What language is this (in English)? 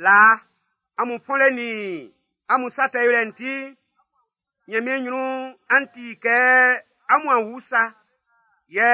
Baoulé